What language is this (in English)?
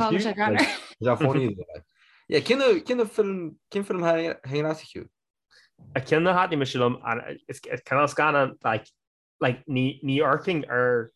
Irish